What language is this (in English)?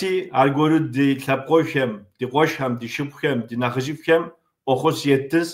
Kabardian